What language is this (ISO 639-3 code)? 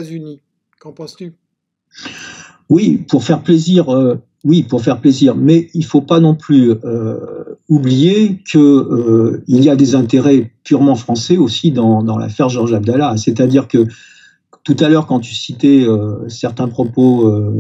fra